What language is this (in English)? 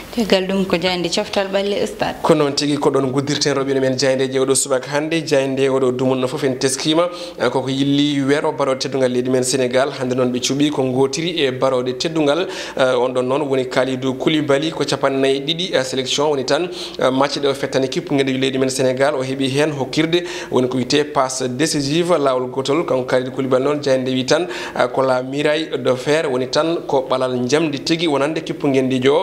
Fula